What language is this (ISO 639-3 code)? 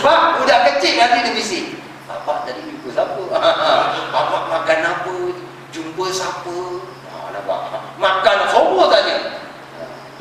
msa